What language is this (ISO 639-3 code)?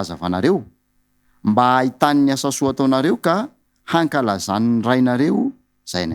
mlg